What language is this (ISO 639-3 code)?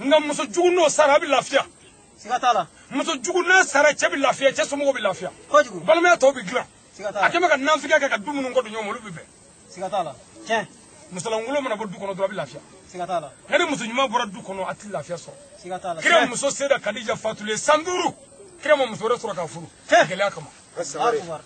bam